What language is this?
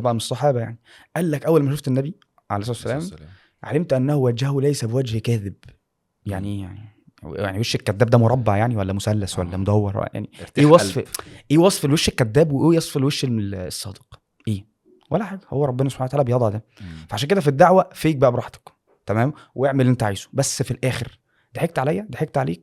Egyptian Arabic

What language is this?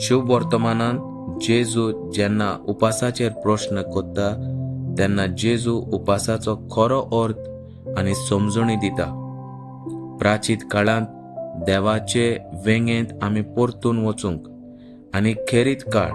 Konkani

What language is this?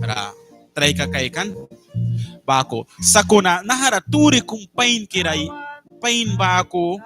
Mískito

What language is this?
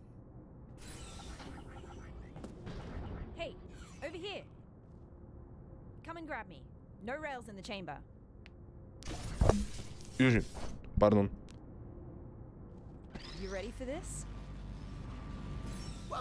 Slovak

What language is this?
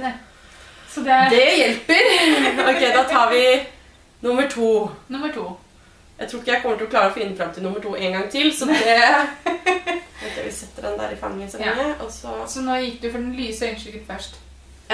Norwegian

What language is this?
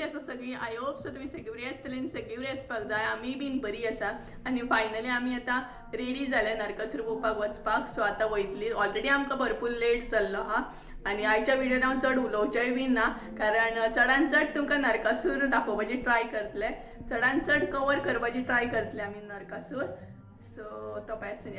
Konkani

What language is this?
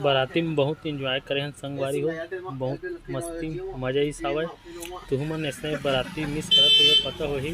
Chhattisgarhi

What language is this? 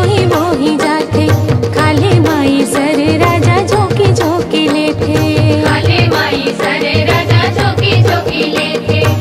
Chhattisgarhi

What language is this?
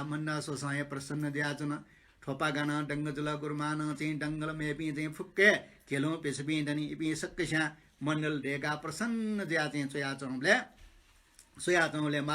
Newari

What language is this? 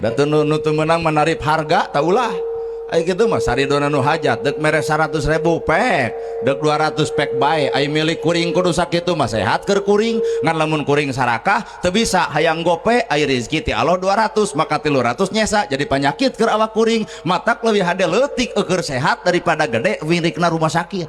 Sundanese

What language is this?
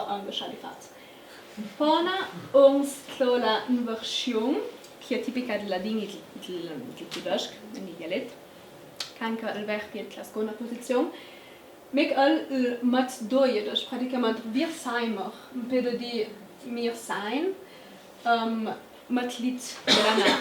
Ladin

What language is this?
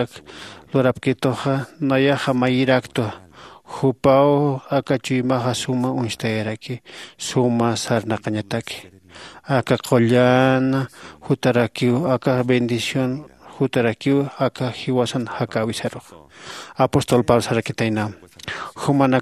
Aymara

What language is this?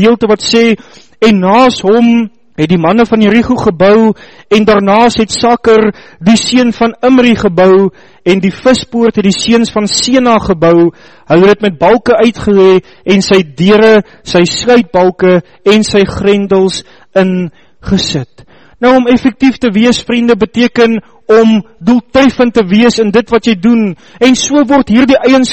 Afrikaans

